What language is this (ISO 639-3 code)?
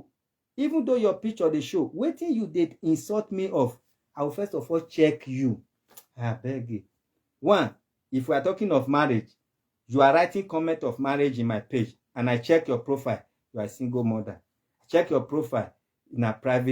pcm